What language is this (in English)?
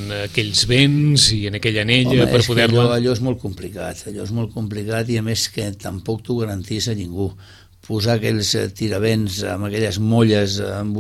Catalan